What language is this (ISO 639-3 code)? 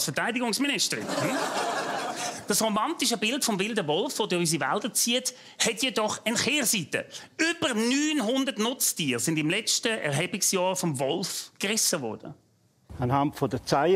deu